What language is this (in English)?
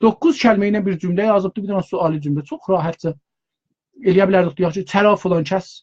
South Azerbaijani